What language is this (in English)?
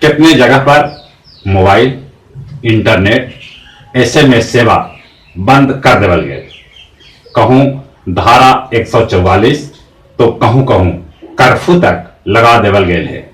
Magahi